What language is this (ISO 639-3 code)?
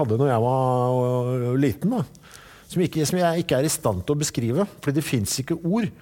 nor